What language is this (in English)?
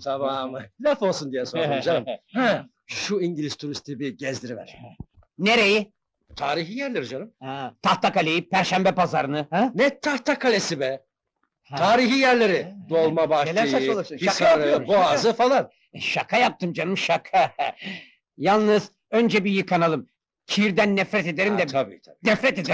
Turkish